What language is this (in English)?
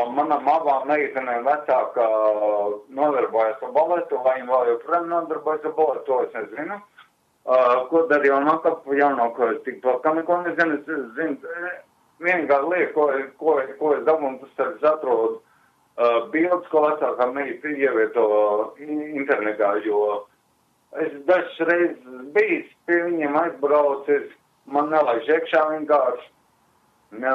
Latvian